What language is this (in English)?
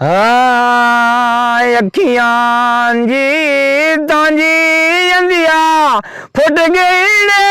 Saraiki